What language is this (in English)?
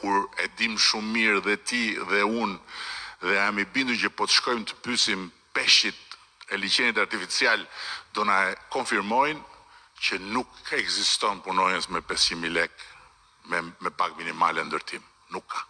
Albanian